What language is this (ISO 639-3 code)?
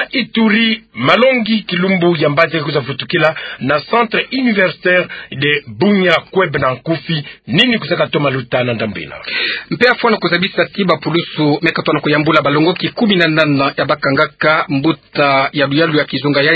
ktu